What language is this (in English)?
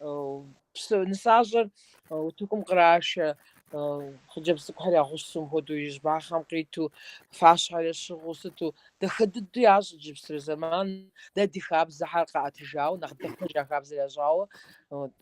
Kabardian